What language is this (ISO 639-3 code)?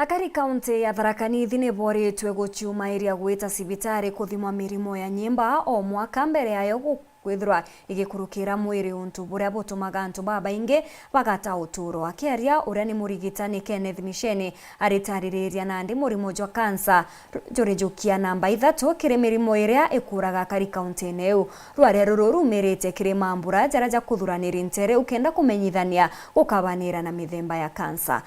mer